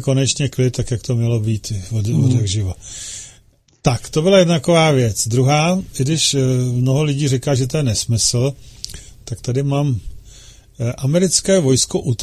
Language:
Czech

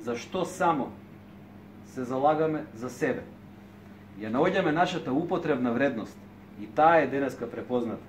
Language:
Macedonian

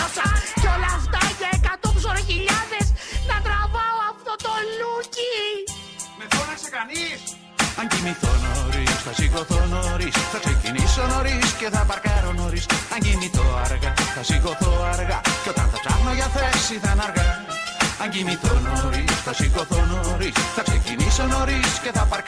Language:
Greek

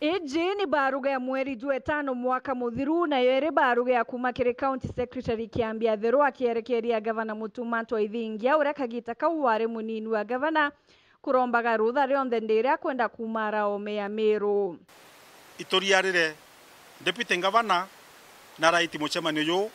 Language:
Meru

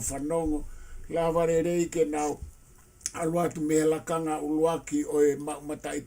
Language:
Tongan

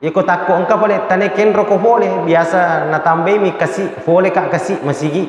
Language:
Buginese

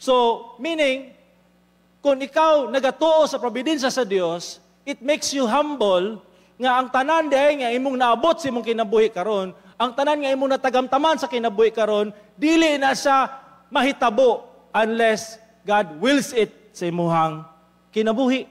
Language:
Cebuano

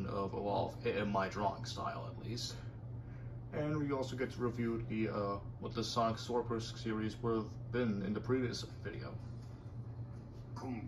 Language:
English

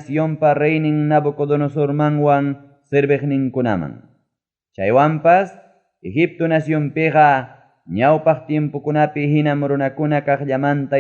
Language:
Ayacucho Quechua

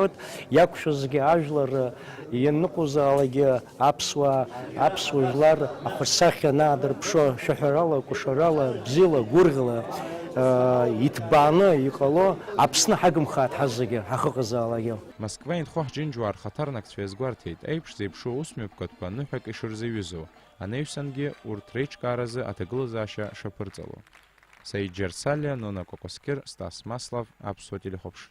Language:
Abkhazian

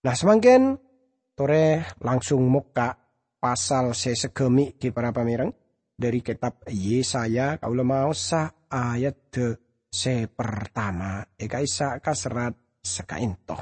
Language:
Madurese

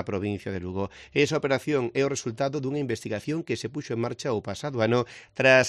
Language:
Galician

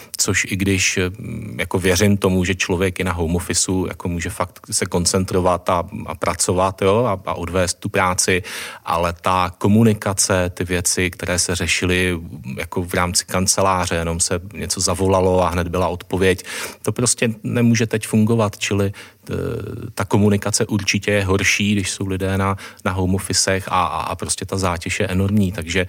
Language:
Czech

